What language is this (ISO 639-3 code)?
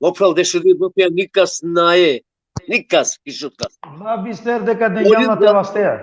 rmn